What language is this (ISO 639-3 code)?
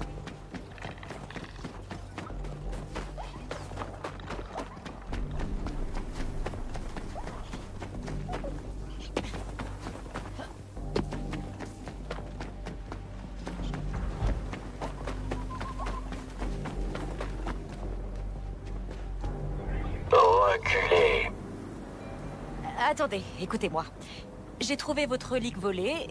fra